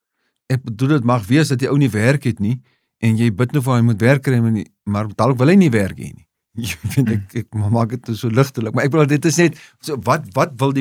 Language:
Afrikaans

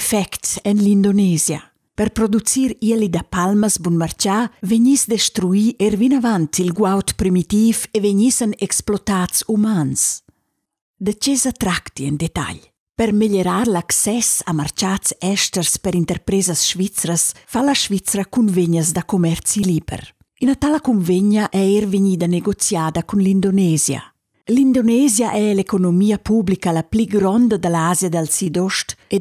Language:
Romansh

